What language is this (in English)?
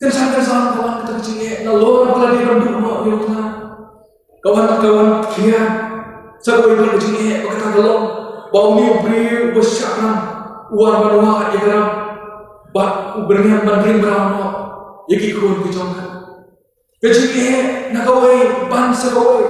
Khasi